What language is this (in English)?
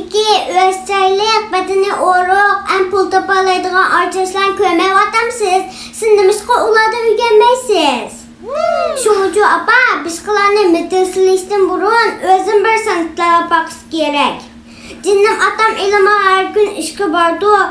Uyghur